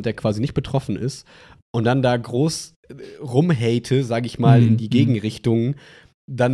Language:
German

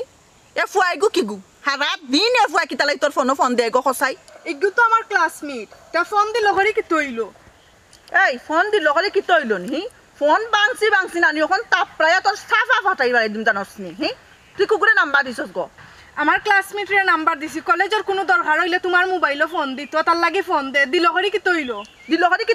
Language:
Sylheti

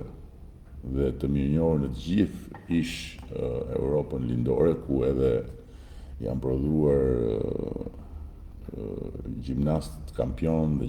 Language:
Albanian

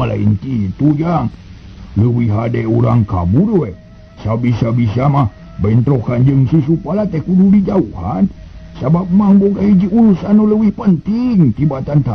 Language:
Sundanese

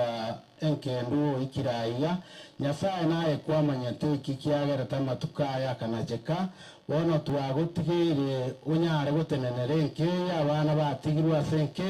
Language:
Gusii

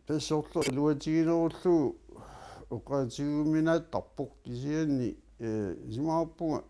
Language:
Kalaallisut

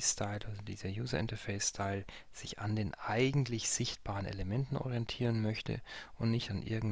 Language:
German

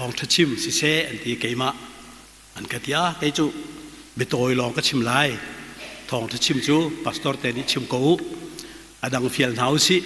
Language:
Hakha Chin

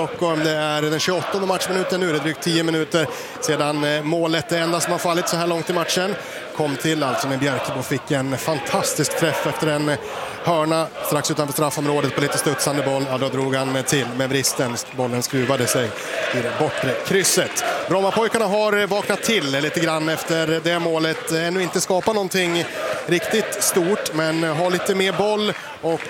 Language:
Swedish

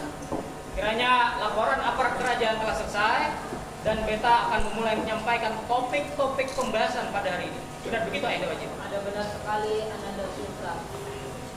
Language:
Banjar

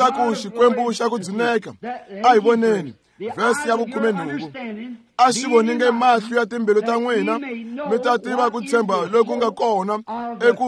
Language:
Tsonga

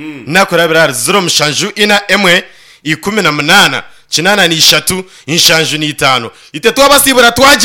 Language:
Nyankole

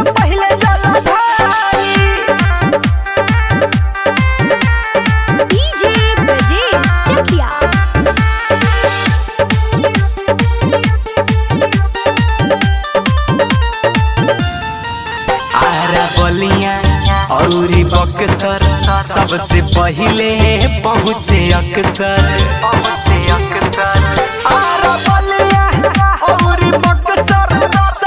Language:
Bhojpuri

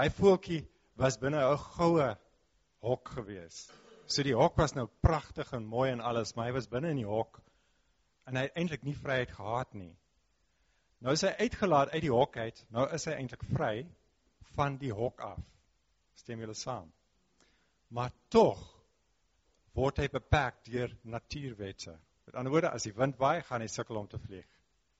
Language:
Afrikaans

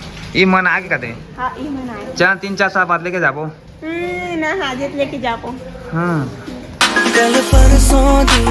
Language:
Chhattisgarhi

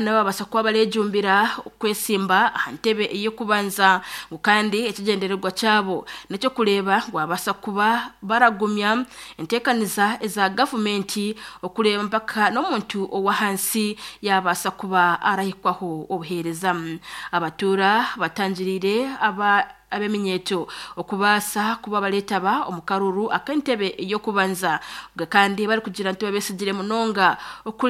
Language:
Nyankole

